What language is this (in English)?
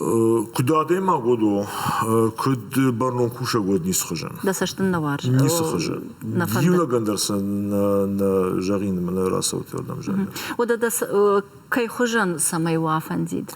Ossetic